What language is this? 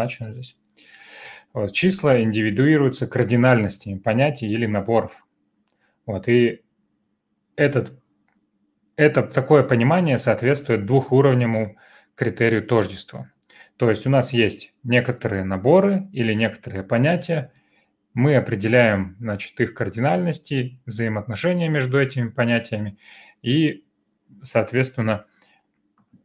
Russian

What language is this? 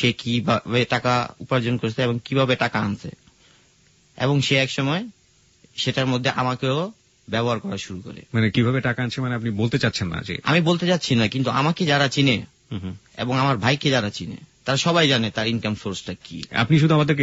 Bangla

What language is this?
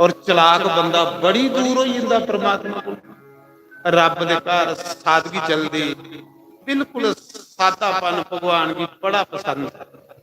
Dogri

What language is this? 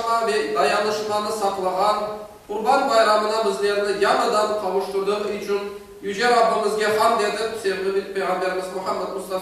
Crimean Tatar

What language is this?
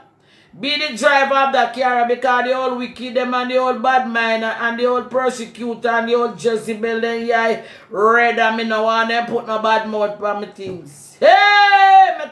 Jamaican Creole English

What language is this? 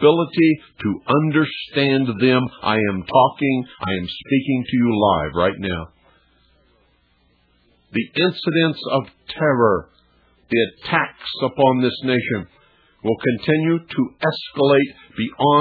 English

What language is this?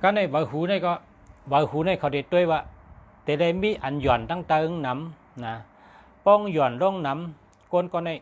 Shan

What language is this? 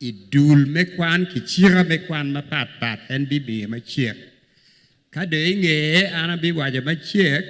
Acoli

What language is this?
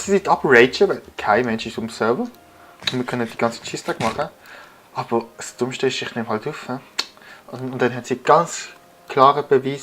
Swiss German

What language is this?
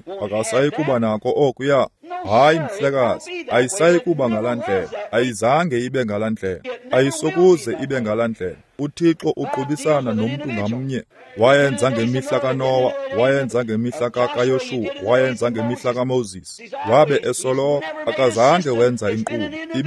Xhosa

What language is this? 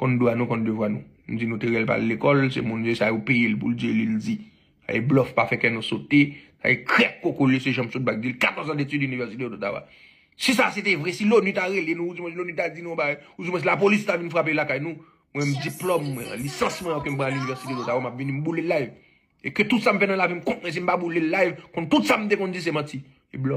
Haitian Creole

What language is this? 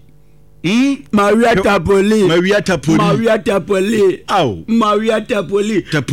Akan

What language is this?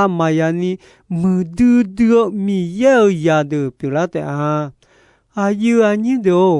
Akha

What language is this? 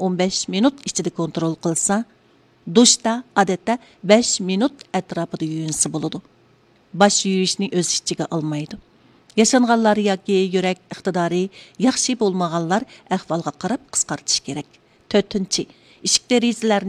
Uyghur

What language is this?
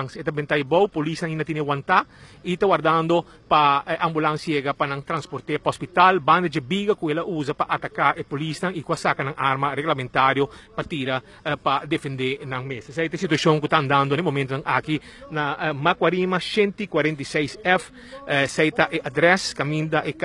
Papiamento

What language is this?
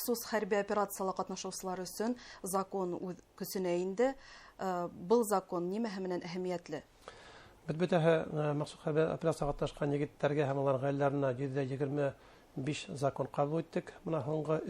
Bashkir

